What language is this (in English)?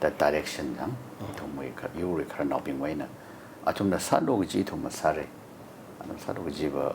Tangkhul Naga (India)